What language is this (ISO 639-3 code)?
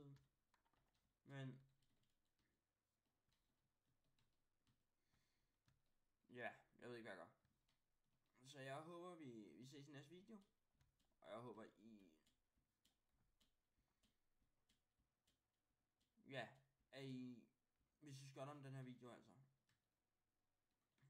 dan